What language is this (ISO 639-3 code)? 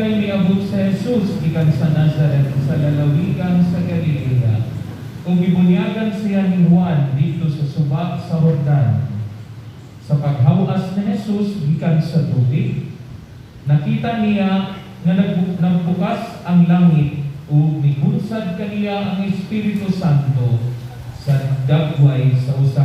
ceb